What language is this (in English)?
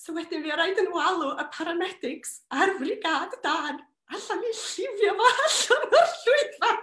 Welsh